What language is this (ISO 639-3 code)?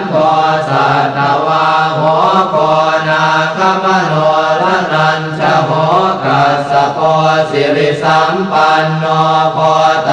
pli